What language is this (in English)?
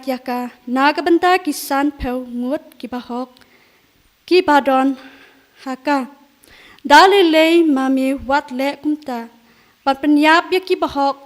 Khasi